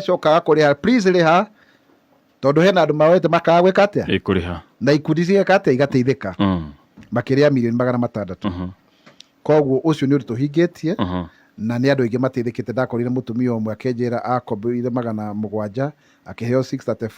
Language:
Kikuyu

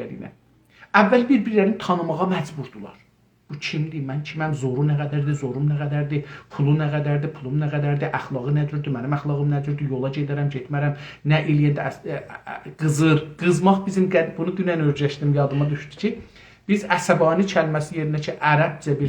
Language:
South Azerbaijani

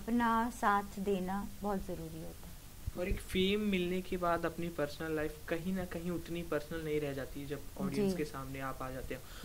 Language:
Hindi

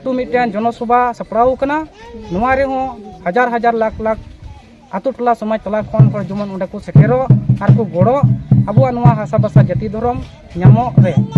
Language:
Santali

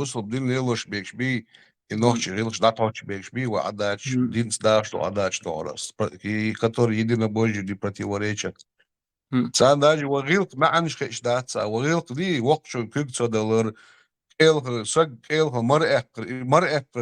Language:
Chechen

